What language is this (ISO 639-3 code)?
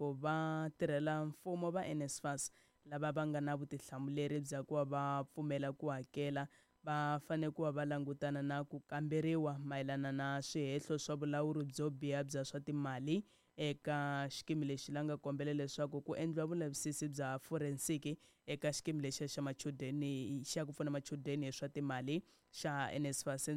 tso